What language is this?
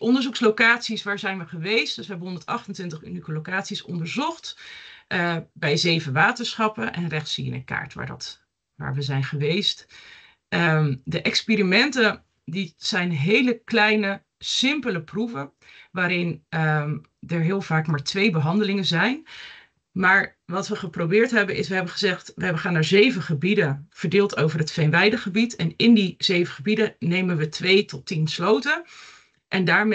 Dutch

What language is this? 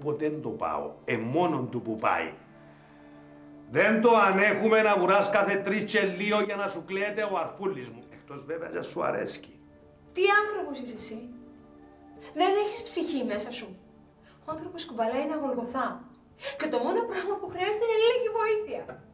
Greek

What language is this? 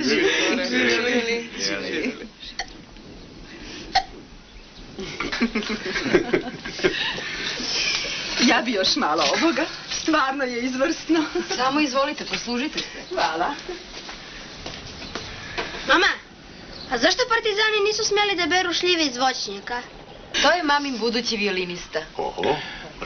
Croatian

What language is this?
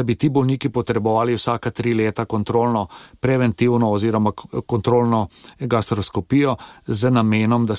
Slovenian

